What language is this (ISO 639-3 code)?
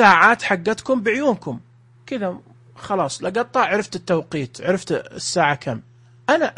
ars